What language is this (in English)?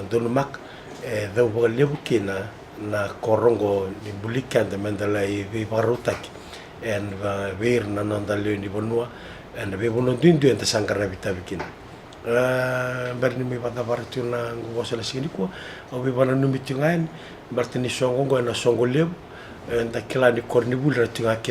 Fijian